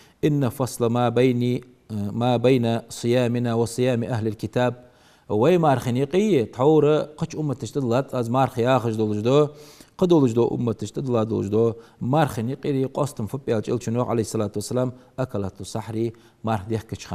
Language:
Ingush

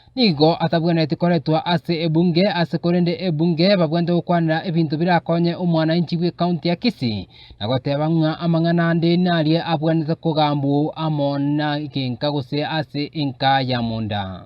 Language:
Gusii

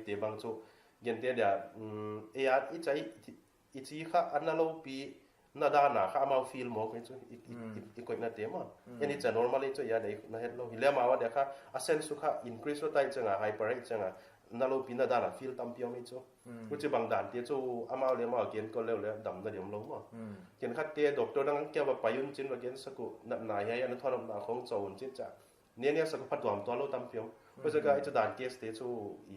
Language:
Paite Chin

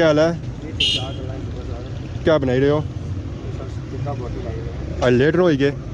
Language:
Pahari-Potwari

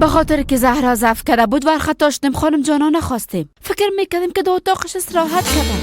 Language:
Persian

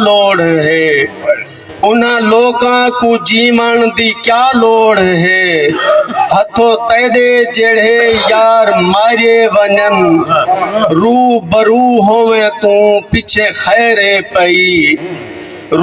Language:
Saraiki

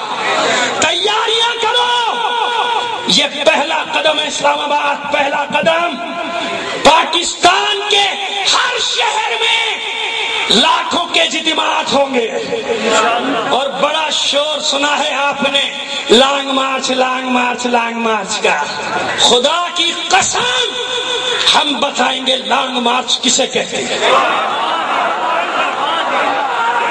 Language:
Urdu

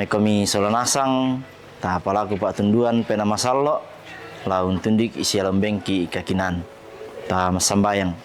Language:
Toraja-Sa'dan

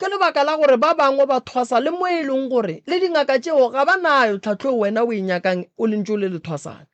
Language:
Northern Sotho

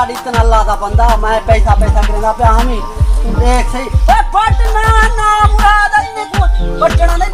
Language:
Saraiki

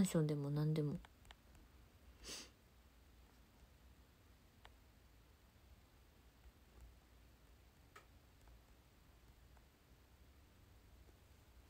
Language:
Japanese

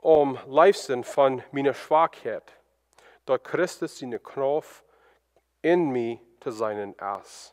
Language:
Plautdietsch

